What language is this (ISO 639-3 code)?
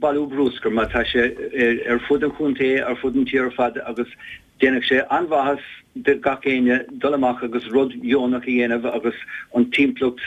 gle